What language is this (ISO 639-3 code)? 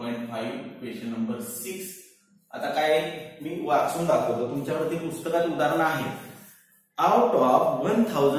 mar